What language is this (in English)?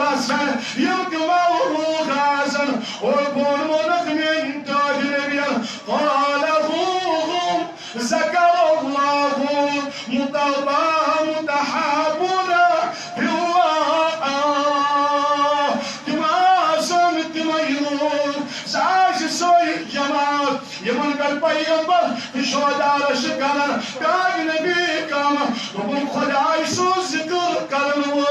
Kashmiri